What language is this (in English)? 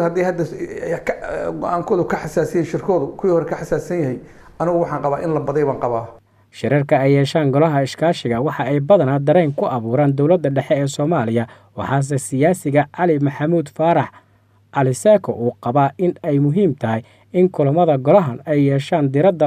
Somali